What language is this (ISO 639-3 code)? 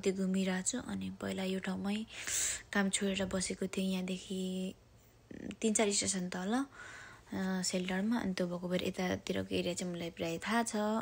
nep